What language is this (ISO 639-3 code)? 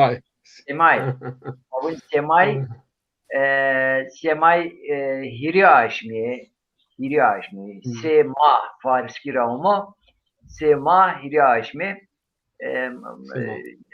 zza